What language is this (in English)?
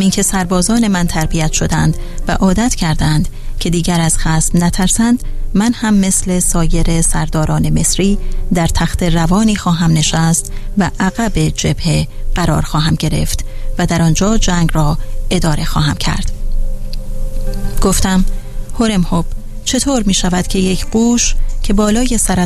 Persian